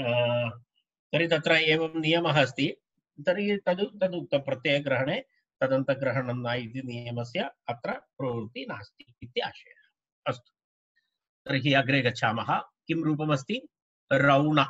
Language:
Sanskrit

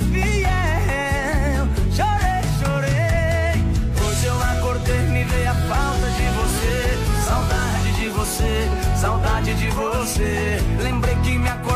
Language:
Portuguese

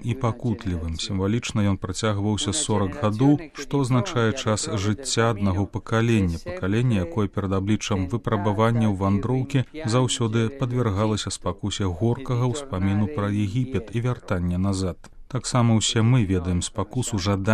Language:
Belarusian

